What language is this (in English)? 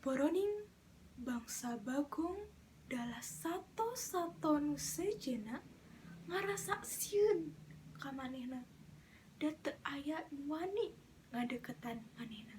Sundanese